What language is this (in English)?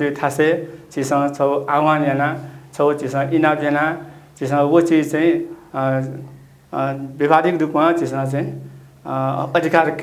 Newari